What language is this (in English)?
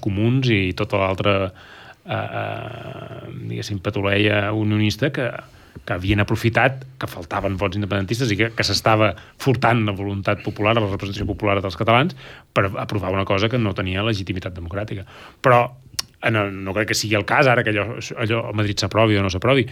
Catalan